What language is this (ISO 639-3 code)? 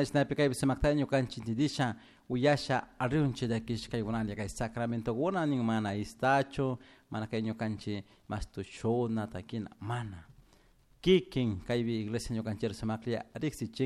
qug